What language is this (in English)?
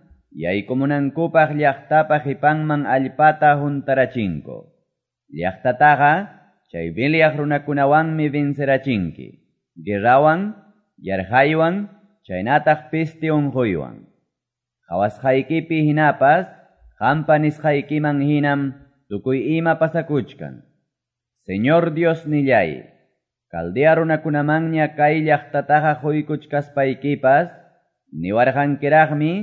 Quechua